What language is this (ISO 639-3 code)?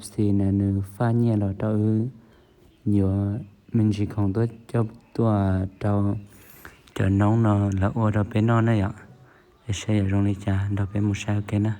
hmn